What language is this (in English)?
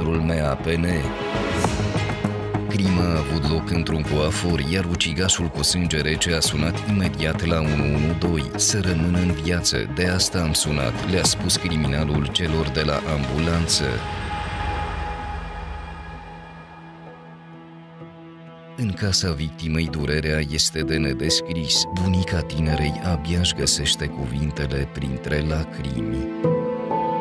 Romanian